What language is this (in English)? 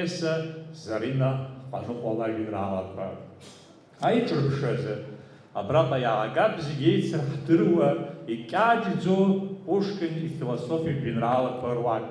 Abkhazian